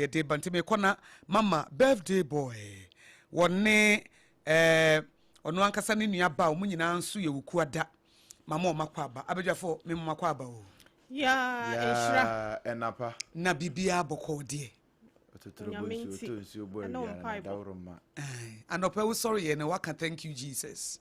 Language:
Akan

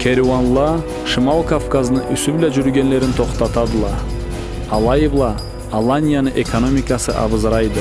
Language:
Karachay-Balkar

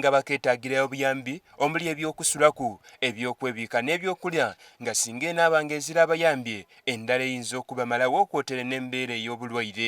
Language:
Soga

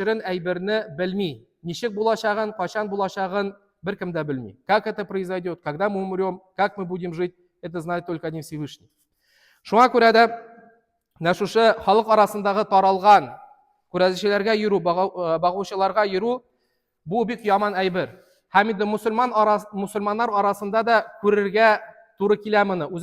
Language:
Tatar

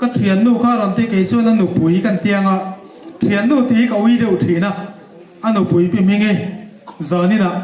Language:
Hmar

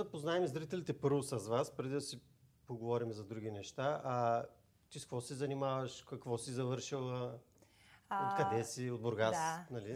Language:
Bulgarian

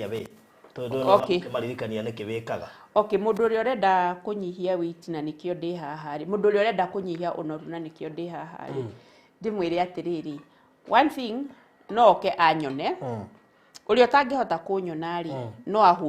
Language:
Kikuyu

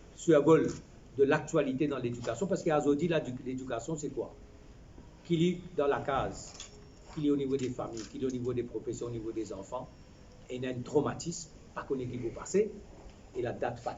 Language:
Morisyen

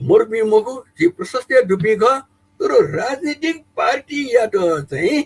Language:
Newari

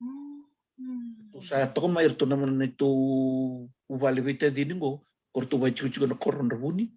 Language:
Fijian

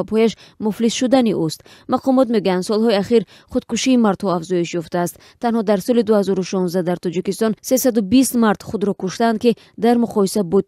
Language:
Tajik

